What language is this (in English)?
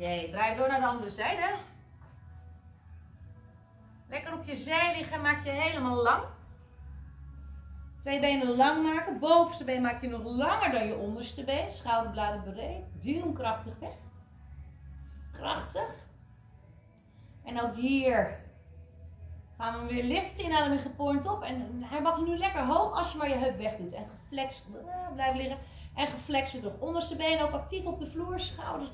Dutch